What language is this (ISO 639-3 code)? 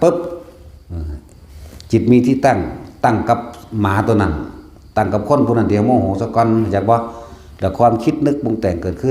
lao